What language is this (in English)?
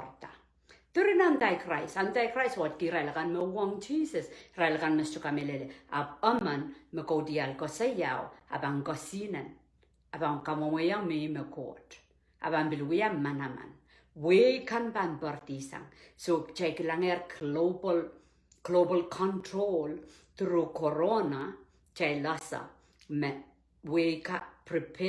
Pohnpeian